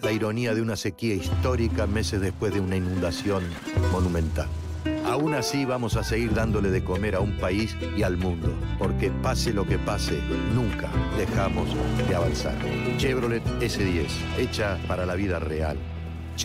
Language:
Spanish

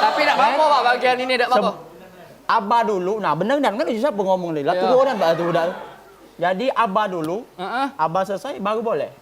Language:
Musi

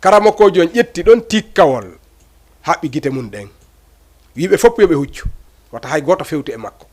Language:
Fula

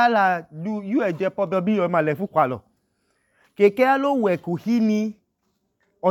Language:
Idoma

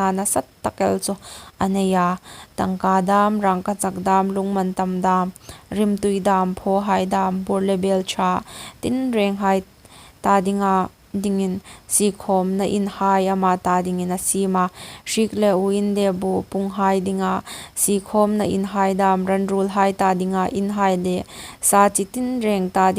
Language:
Hmar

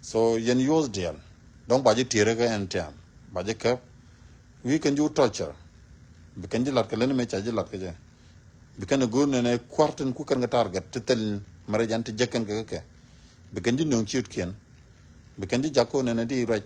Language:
Nuer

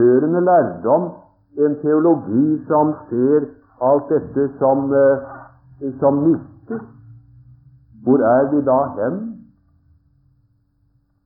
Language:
Norwegian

